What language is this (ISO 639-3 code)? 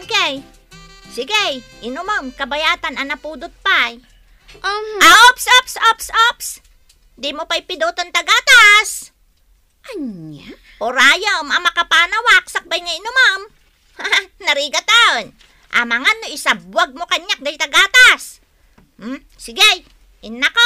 ilo